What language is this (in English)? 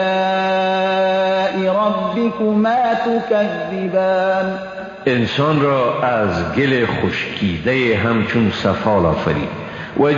Persian